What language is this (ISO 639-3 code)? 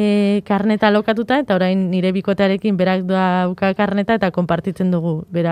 eus